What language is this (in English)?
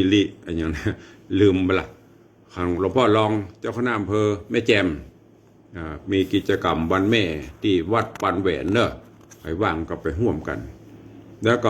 Northern Thai